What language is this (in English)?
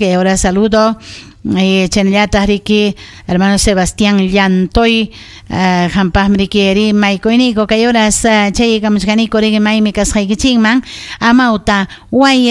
Ayacucho Quechua